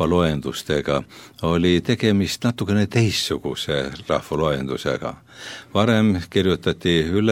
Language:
Estonian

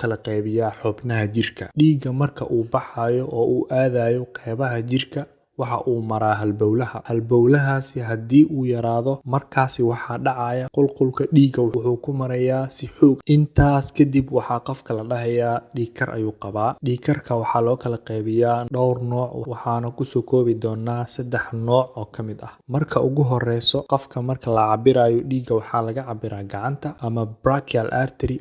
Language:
Somali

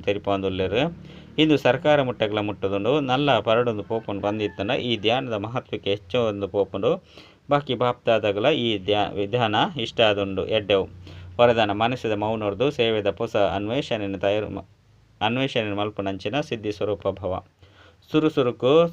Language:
Tulu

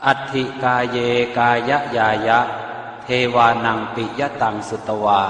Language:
Pali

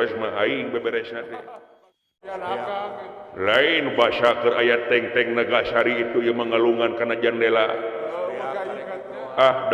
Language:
Sundanese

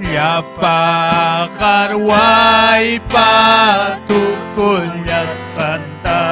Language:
Ayacucho Quechua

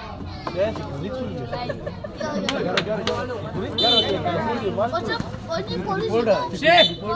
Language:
Ambonese Malay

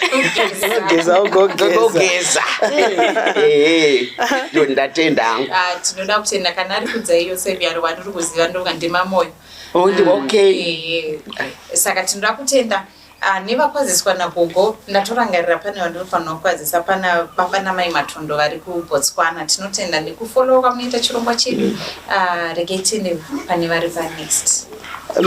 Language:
Shona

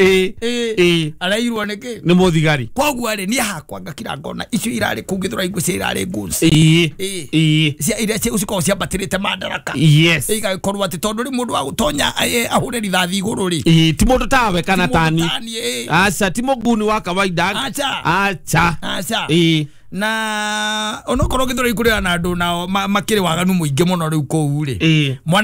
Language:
Kikuyu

